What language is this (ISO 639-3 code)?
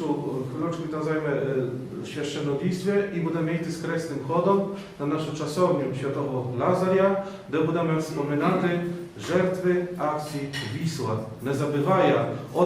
rue